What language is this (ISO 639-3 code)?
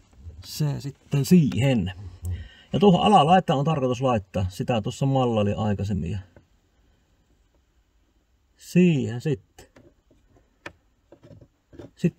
fin